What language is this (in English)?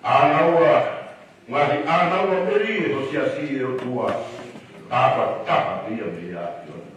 Tongan